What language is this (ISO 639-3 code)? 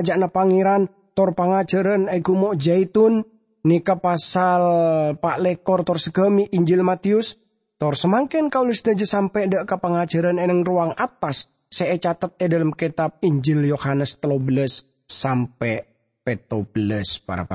mad